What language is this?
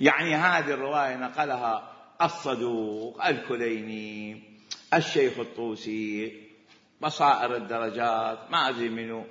Mesopotamian Arabic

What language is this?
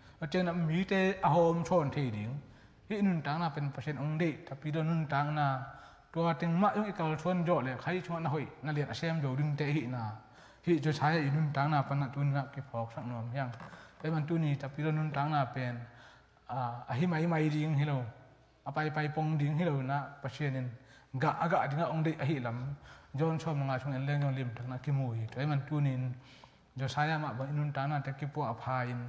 Tedim Chin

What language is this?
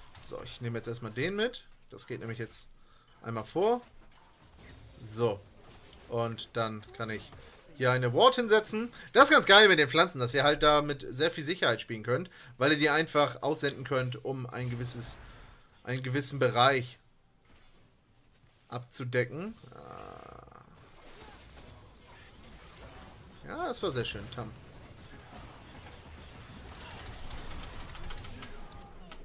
German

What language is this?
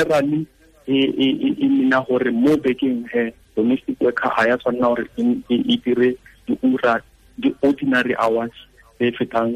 Tswana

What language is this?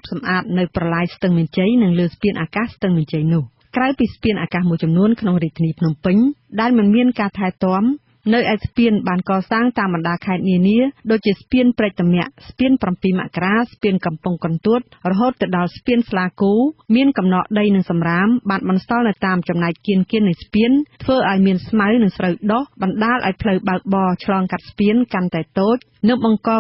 Khmer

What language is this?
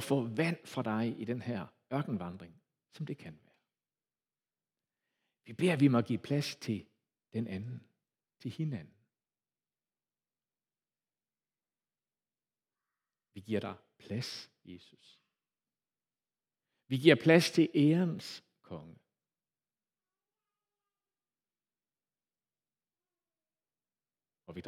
Danish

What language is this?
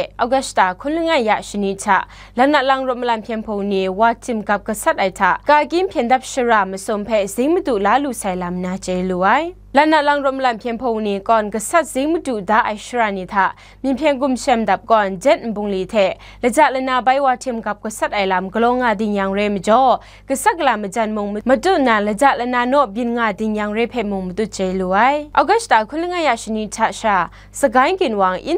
Kachin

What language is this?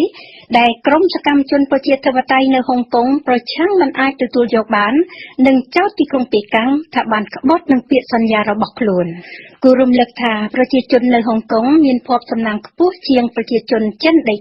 Khmer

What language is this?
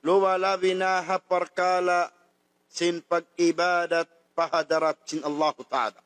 Tausug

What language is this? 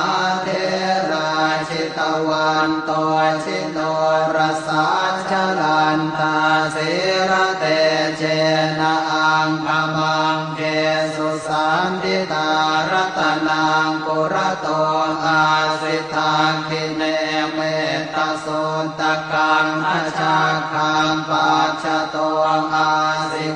Pali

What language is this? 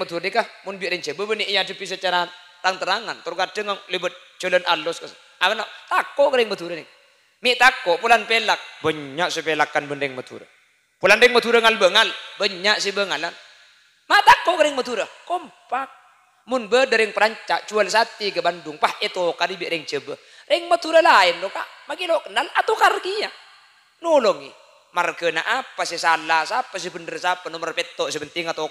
Madurese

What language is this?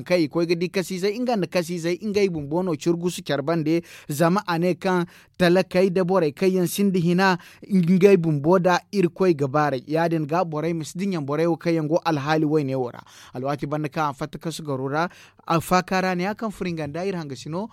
Zarma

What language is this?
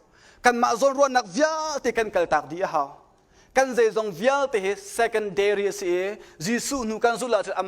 Hakha Chin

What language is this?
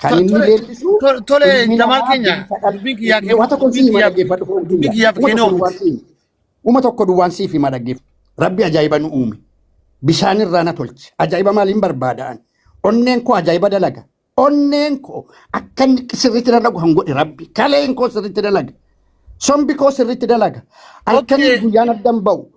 Oromo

